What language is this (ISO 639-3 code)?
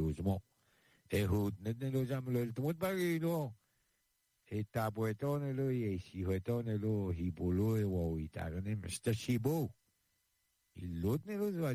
fra